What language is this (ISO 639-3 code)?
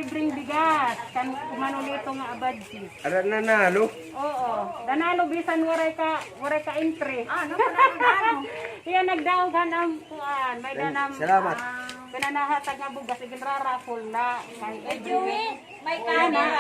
war